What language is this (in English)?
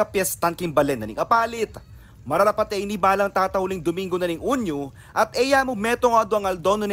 Pampanga